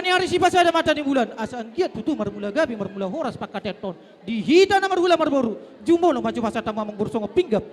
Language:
Batak Toba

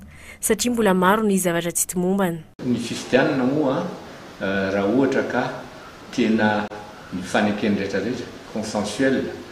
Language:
Malagasy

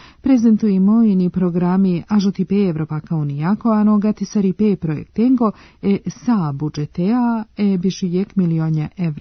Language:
Serbian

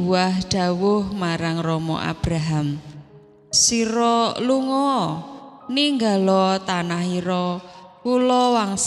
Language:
Javanese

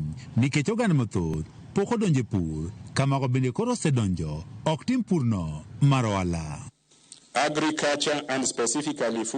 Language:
Luo (Kenya and Tanzania)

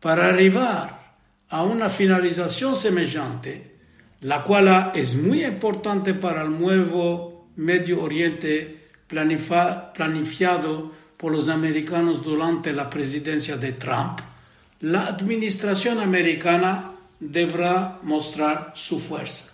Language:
Ladino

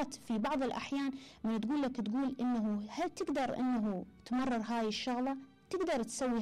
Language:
Mesopotamian Arabic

